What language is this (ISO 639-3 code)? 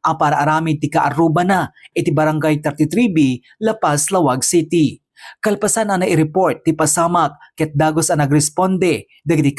ilo